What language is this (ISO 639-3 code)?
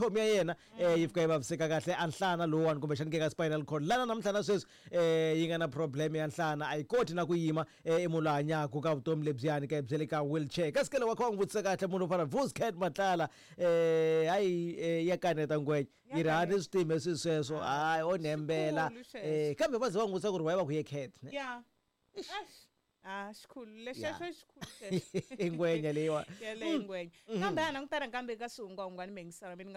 tso